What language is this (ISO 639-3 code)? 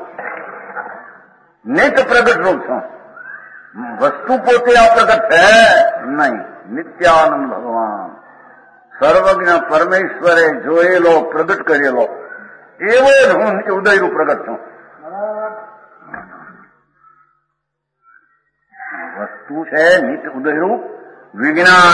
guj